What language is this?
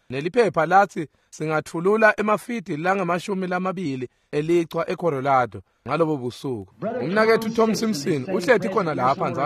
Swati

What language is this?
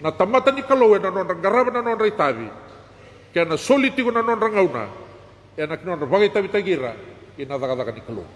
Fijian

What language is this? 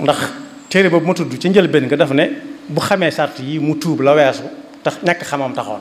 Wolof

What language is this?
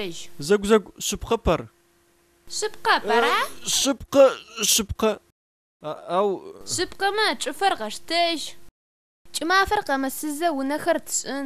Adyghe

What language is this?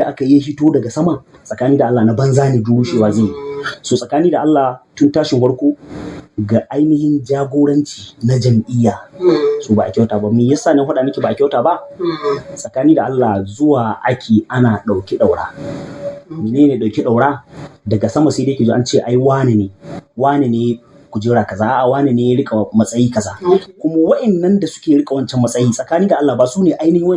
Hausa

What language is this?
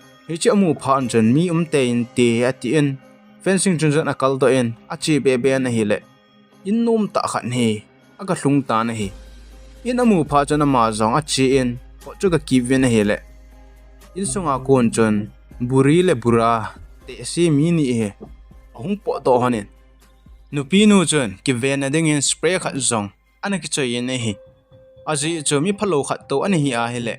Thado Chin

